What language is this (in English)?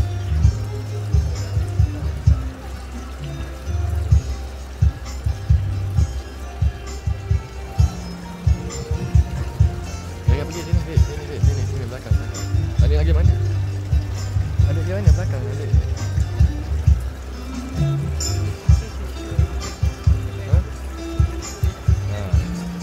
Malay